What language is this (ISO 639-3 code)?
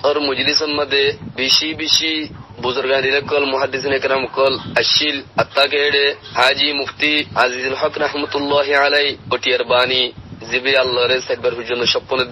rhg